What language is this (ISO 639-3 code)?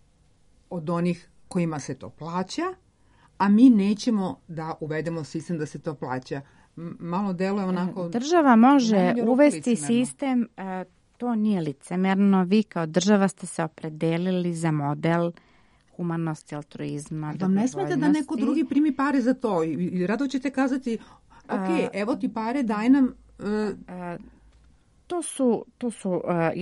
srp